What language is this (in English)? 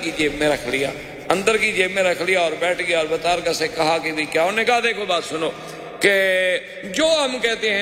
Urdu